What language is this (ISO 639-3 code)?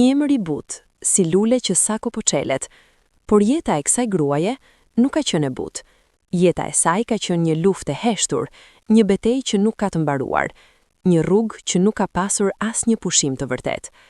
sqi